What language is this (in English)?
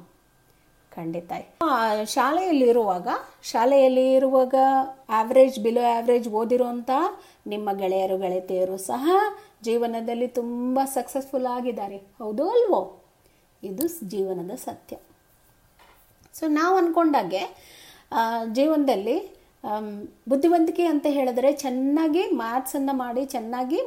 Kannada